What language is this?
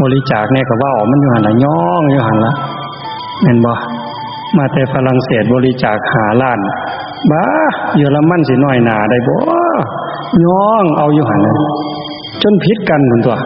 Northeastern Thai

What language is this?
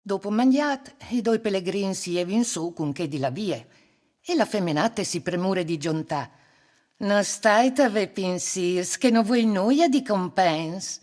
Friulian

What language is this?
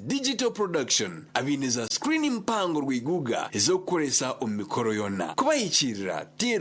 Nyankole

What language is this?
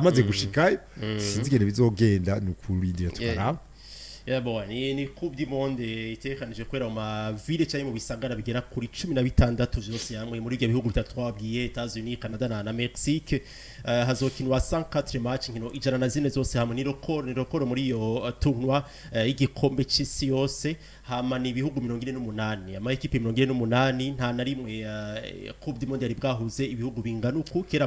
Rundi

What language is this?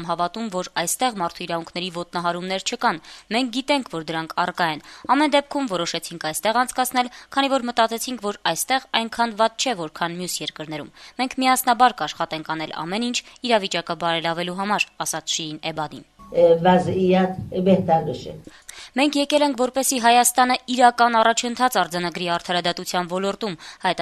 Armenian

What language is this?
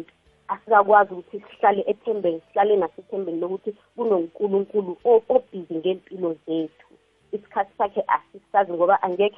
South Ndebele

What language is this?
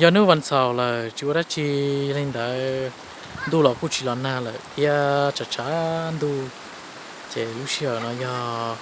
Hmong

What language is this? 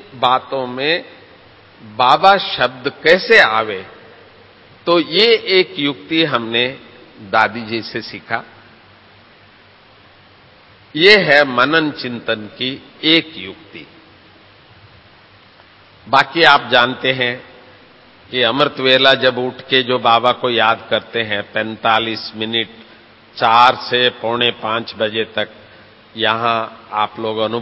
Hindi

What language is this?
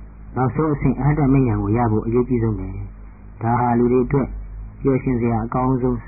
Burmese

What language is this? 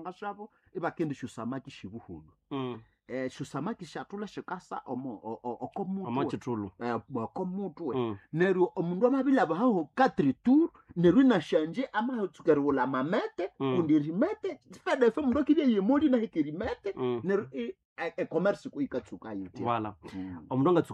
Nande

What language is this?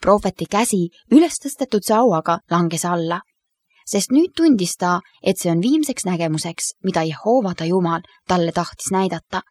Estonian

